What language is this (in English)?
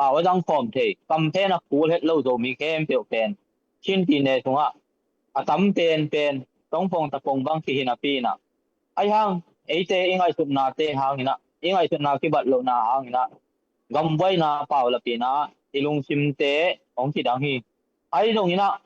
Tedim Chin